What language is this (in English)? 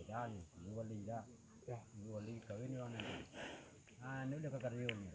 Minangkabau